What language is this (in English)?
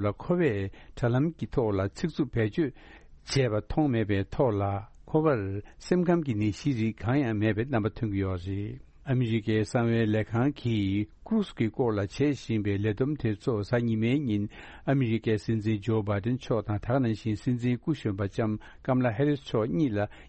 Tibetan